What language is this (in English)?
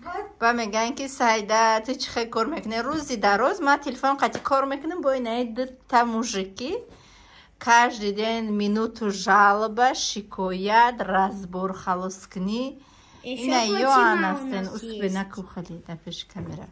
Tajik